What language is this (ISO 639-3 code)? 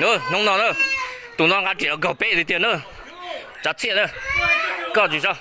hmn